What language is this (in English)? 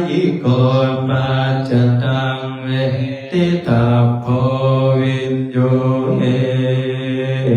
Pali